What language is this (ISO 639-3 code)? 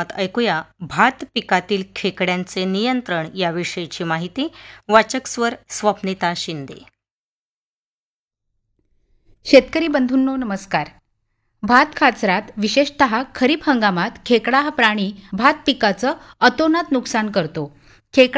mar